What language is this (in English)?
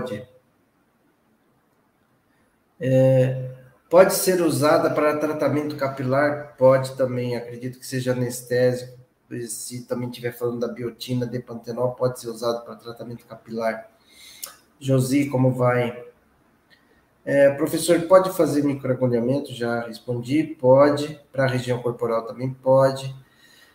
Portuguese